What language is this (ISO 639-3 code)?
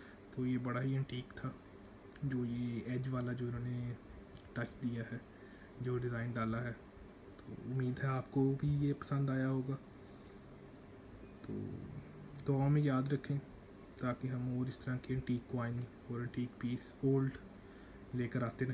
hin